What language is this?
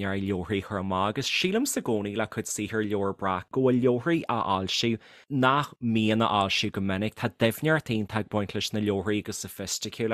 Irish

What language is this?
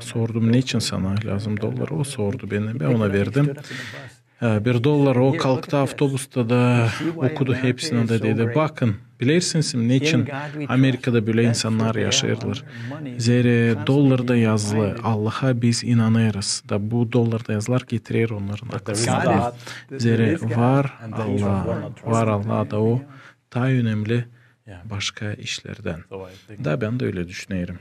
Gagauz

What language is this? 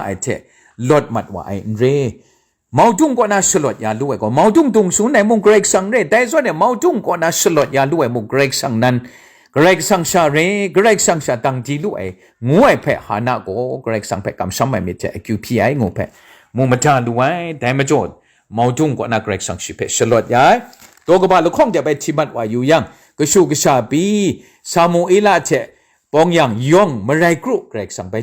Kachin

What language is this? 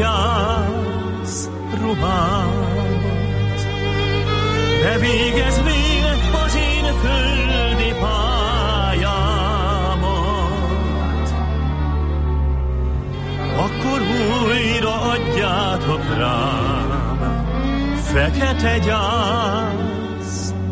Hungarian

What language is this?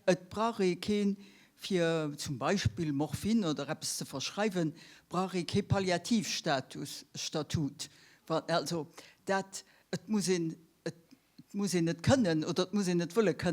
Luxembourgish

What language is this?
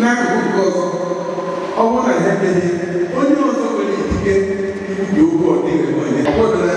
Igbo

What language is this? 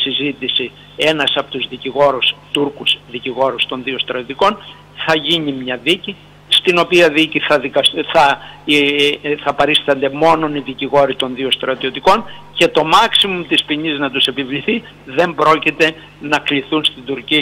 Greek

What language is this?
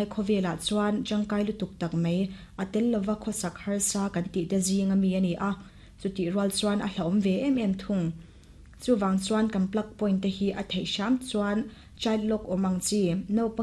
Mizo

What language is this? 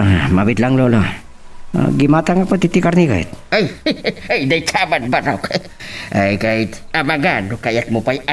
Iloko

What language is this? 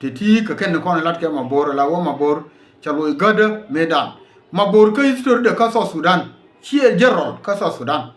Nuer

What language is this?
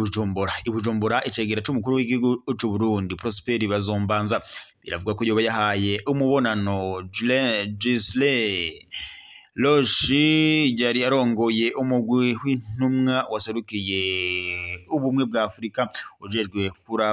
Rundi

